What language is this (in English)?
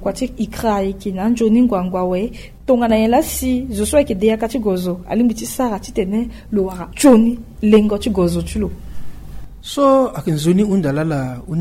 Sango